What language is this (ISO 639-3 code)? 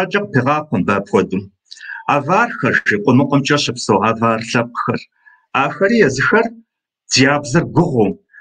kbd